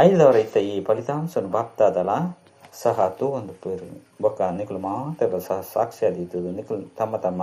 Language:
Tulu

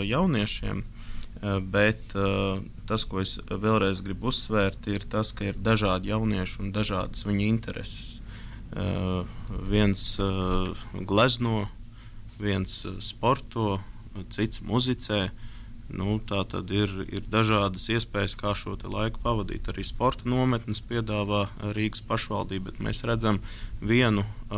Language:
Latvian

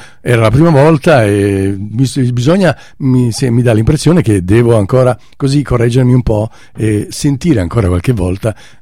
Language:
Italian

